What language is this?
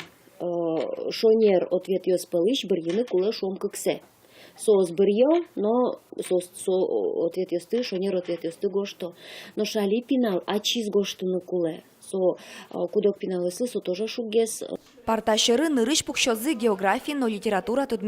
Udmurt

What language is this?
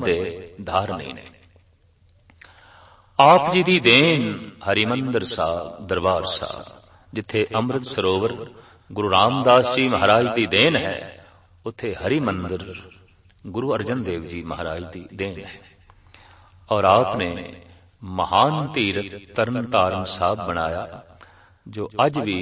Punjabi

